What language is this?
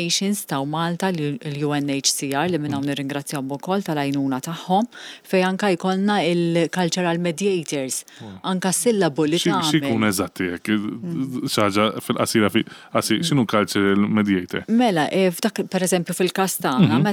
Maltese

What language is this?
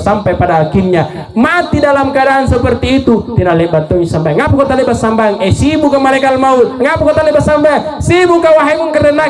Makasar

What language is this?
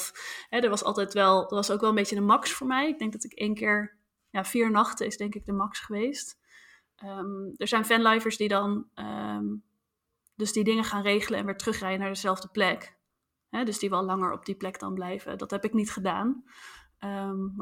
Dutch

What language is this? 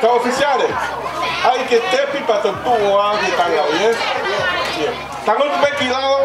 Tongan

